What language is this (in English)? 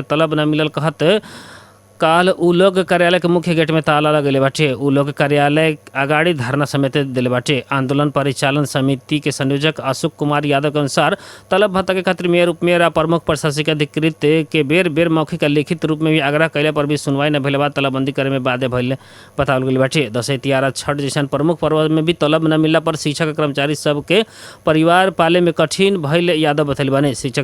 Bhojpuri